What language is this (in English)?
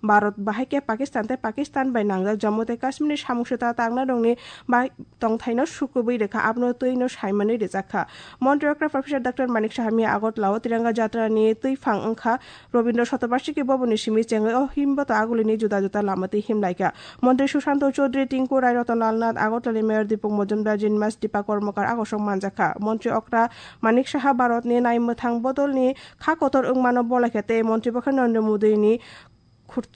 Kok Borok